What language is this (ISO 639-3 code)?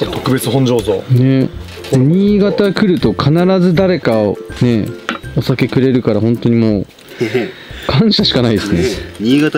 jpn